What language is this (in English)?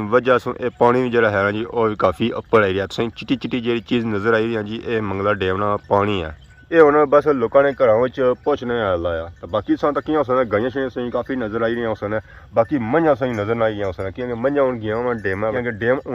Pahari-Potwari